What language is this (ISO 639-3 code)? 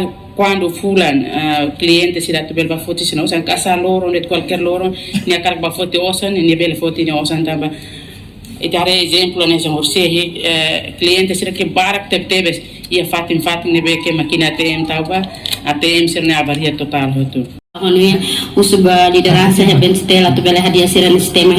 tet